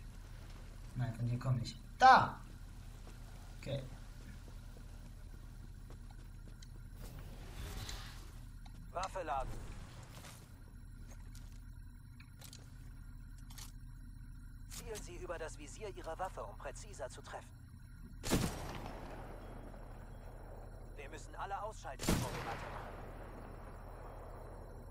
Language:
German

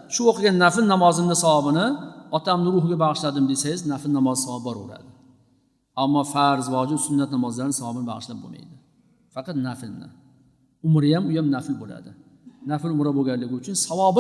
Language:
Uzbek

